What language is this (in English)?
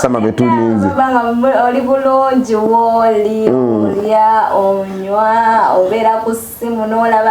Ganda